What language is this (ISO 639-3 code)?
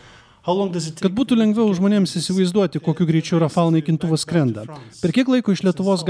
lit